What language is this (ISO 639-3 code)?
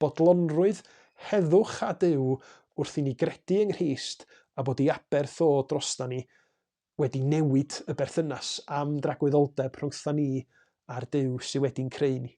cym